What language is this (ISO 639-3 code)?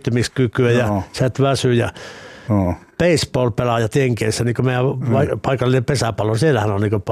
fin